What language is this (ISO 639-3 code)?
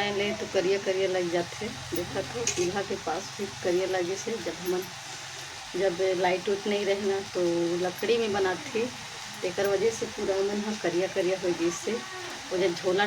hne